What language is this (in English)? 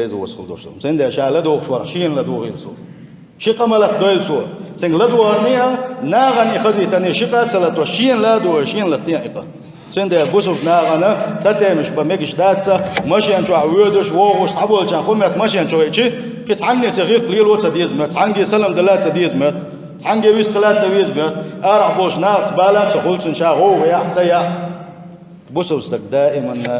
Chechen